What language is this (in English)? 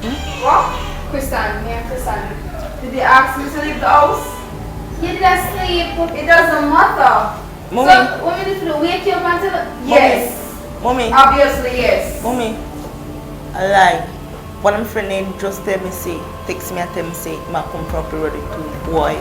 Jamaican Creole English